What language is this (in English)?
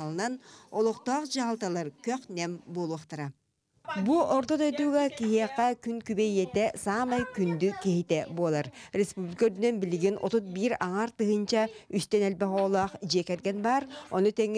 Yakut